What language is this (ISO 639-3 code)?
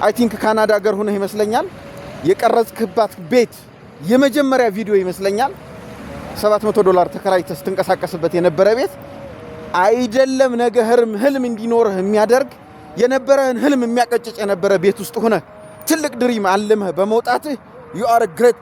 amh